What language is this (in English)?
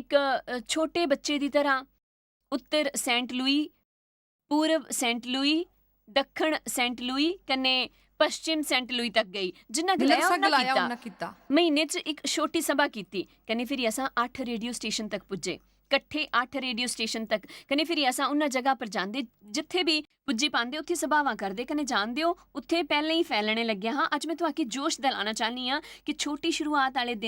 Dogri